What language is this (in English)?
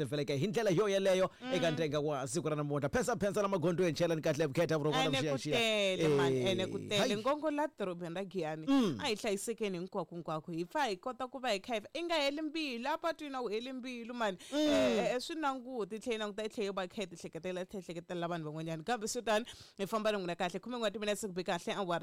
Tsonga